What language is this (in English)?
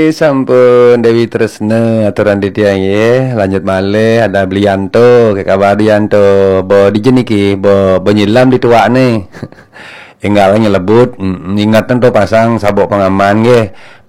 Balinese